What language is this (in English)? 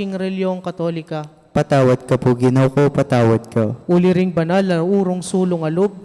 Pampanga